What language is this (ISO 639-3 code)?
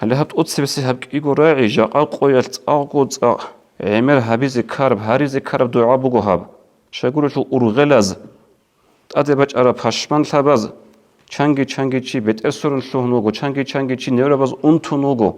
ava